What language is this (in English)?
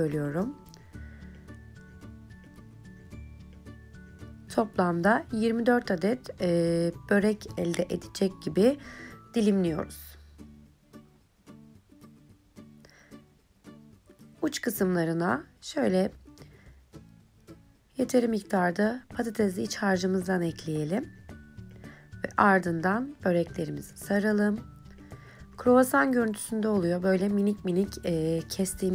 Turkish